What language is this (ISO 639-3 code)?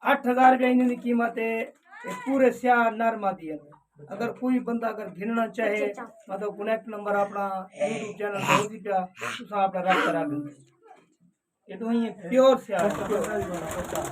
skr